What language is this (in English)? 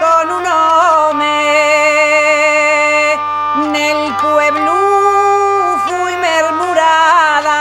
Asturian